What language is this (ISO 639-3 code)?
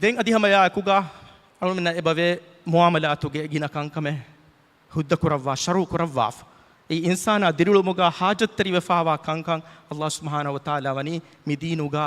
div